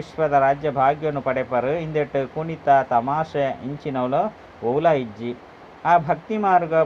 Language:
Tulu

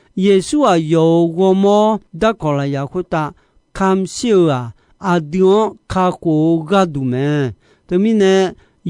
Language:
Akha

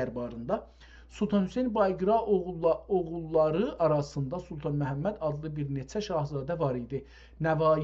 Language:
South Azerbaijani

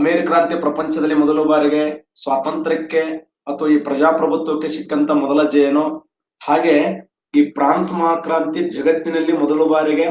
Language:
Kannada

